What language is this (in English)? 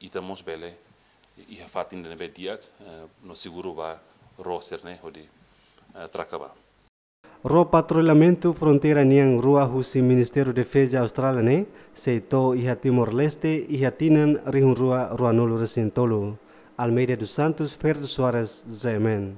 Tetum